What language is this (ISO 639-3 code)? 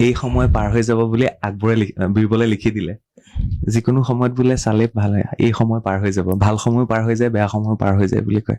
asm